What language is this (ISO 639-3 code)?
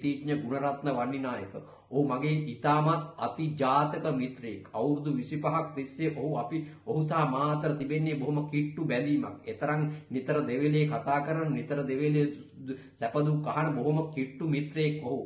sin